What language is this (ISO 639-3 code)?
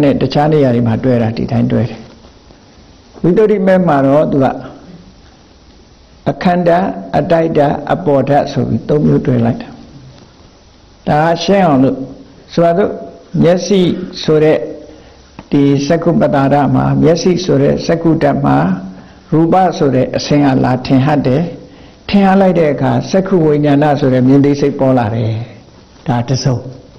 mya